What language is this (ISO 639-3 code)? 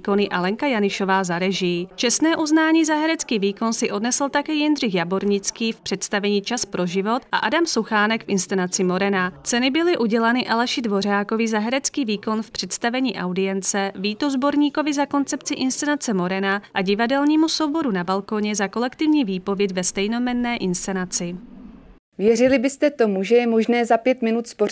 ces